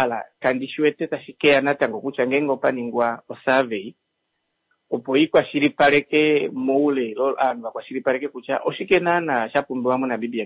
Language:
Kuanyama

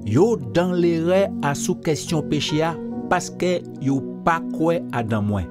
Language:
Guadeloupean Creole French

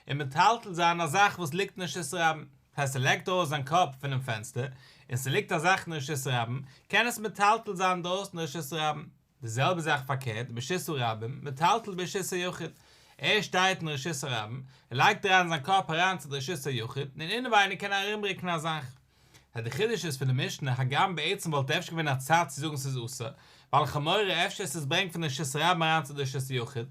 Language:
Yiddish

